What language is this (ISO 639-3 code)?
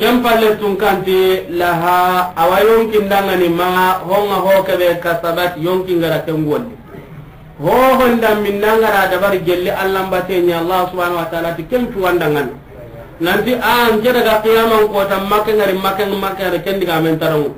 snk